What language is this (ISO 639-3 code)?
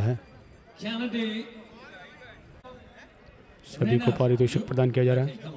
hin